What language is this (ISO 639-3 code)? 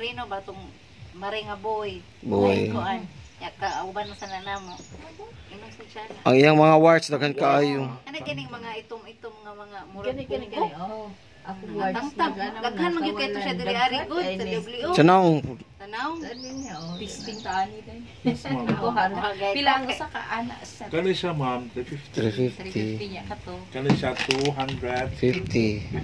ceb